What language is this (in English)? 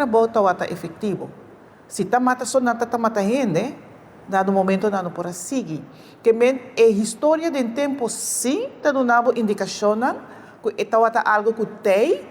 Papiamento